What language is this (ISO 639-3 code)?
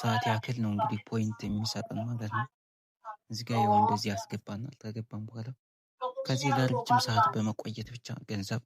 amh